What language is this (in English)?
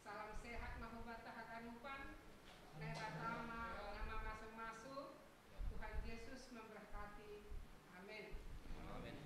Batak Simalungun